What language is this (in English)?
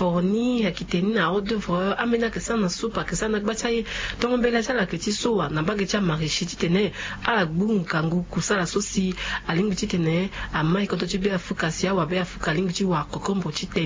Sango